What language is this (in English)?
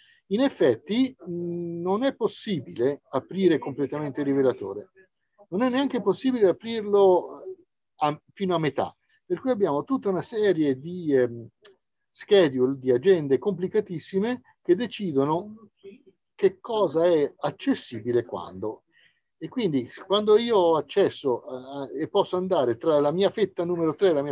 Italian